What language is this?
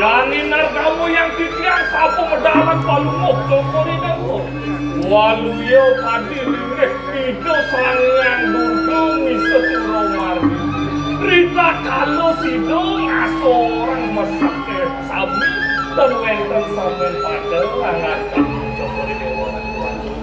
Balinese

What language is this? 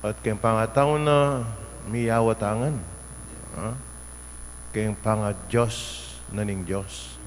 Pampanga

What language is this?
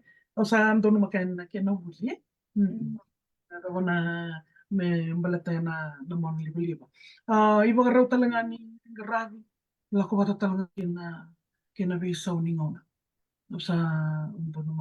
Fijian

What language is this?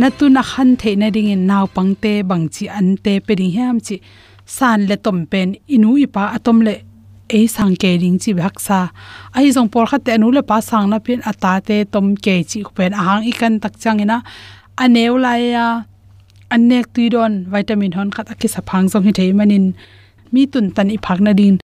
Tedim Chin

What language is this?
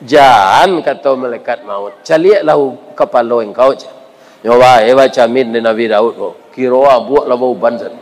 Minangkabau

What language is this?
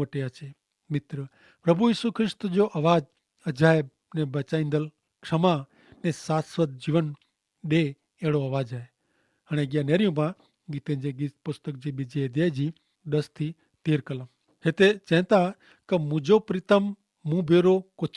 Kachhi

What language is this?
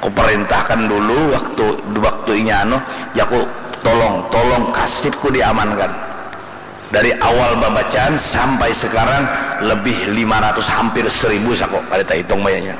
Banjar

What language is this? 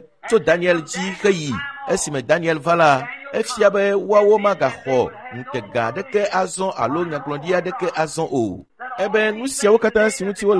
Ewe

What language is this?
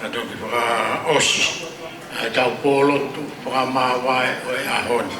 Tongan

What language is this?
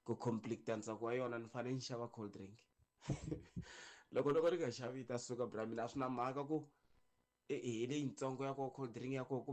Tsonga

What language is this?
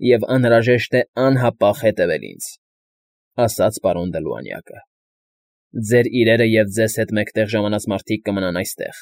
Armenian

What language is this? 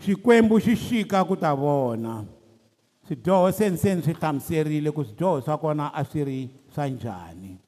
Tsonga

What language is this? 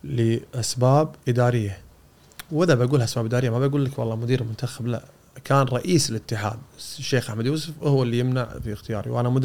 Gulf Arabic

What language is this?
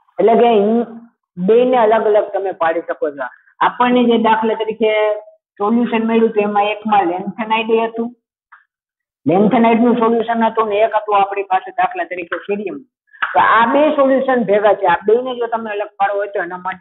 Gujarati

